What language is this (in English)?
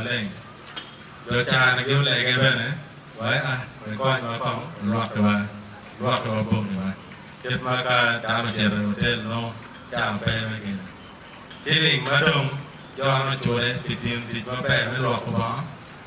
Acoli